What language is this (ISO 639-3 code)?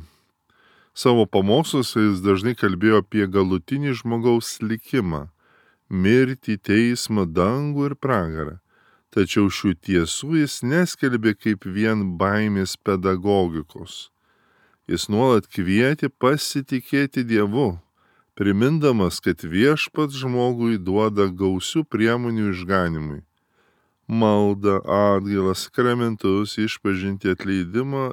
lit